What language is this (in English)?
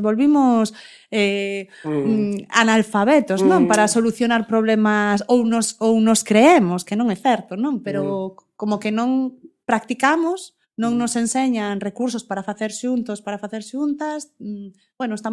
Galician